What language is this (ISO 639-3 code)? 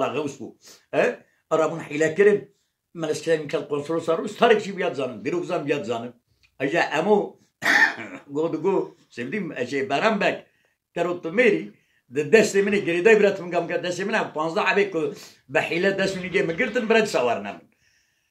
kur